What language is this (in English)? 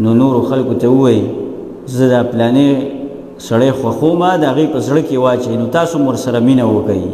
Pashto